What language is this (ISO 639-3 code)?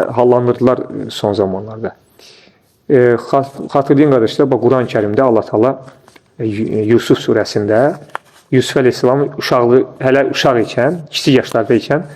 aze